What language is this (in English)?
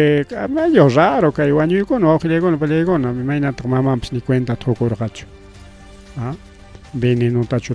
Ayacucho Quechua